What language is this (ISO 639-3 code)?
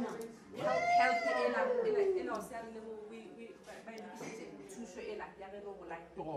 nso